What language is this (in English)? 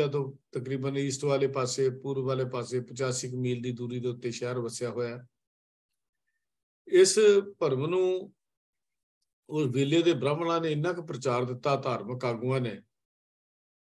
Punjabi